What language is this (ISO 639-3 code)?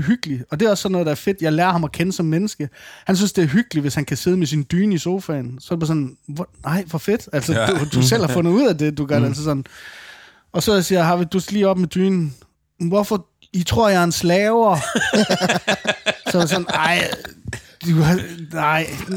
dan